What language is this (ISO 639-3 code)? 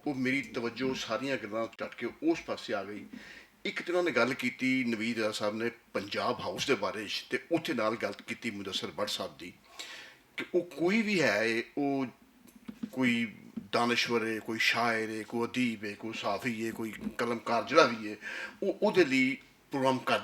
lah